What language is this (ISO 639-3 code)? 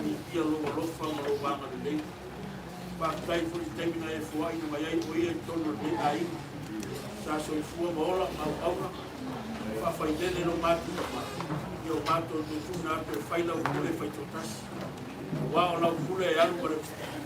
smo